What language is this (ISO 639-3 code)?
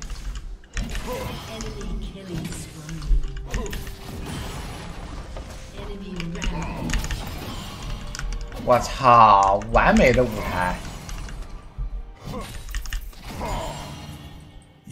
zho